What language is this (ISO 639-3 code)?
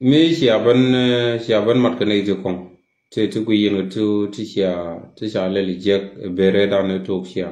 nus